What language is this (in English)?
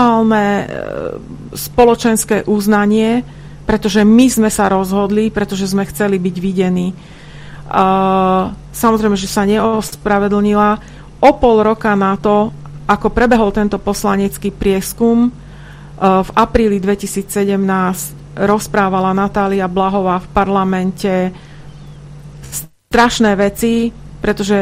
Slovak